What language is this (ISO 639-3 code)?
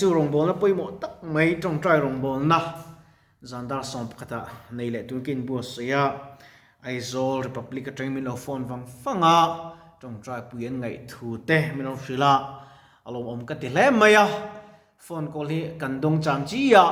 lus